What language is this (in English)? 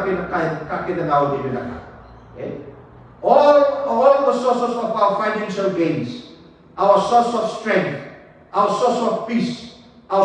Fijian